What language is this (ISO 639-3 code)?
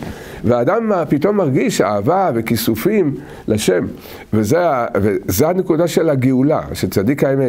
heb